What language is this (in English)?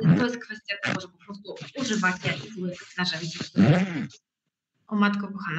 Polish